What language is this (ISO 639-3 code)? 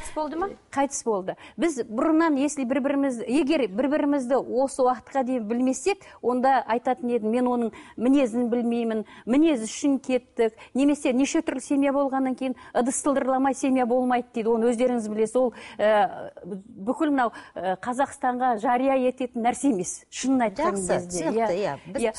kaz